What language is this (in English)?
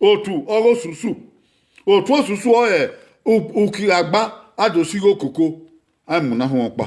Bini